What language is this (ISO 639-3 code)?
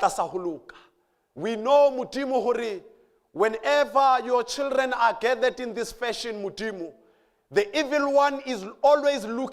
sot